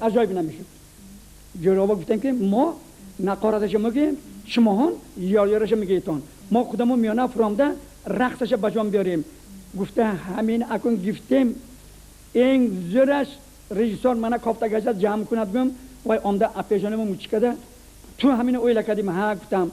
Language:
Tajik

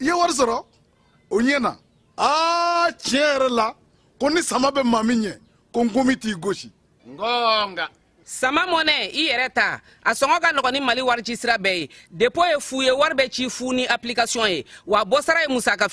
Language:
Bambara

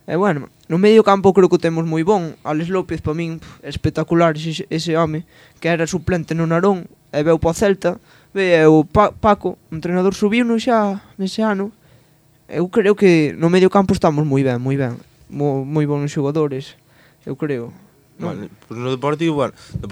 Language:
Galician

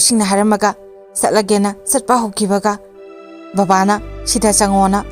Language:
Manipuri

